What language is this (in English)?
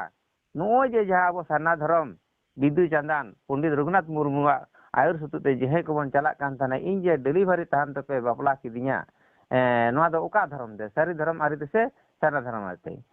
Santali